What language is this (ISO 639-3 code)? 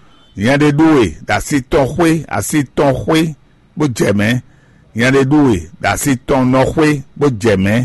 fon